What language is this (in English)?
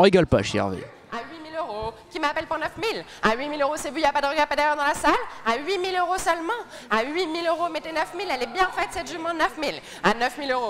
French